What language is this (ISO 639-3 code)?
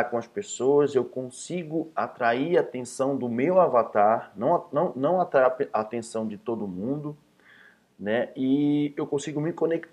por